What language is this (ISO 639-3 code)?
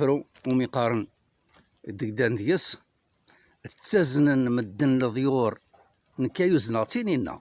kab